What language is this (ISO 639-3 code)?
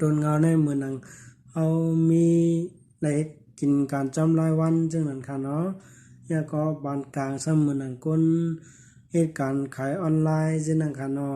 shn